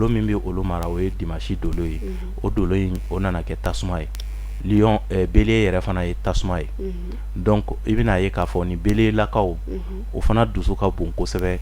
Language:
Bambara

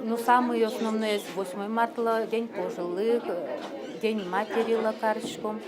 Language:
Udmurt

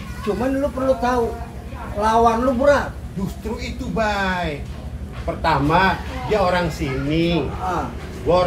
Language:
Betawi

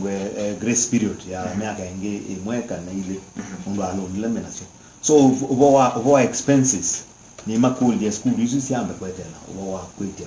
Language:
Kamba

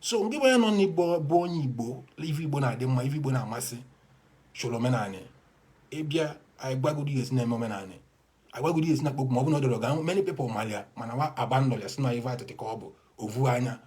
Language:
Igbo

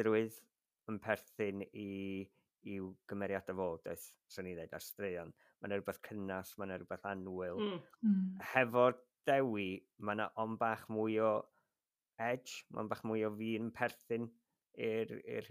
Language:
Welsh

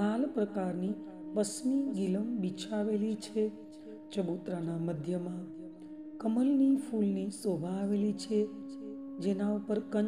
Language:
Gujarati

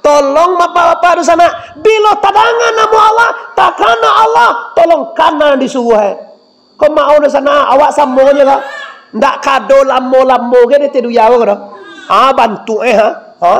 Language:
Minangkabau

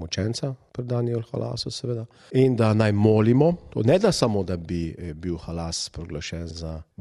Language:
Slovenian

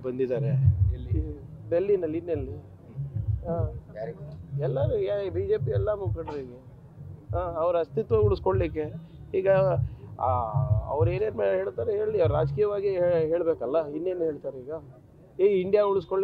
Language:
Kannada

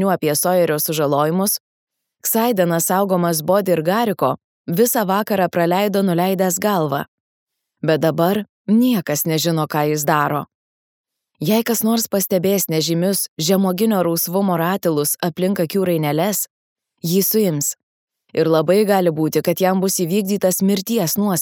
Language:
Lithuanian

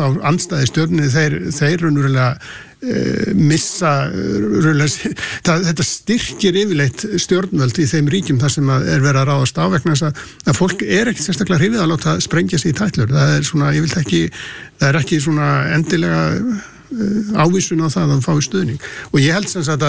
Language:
Icelandic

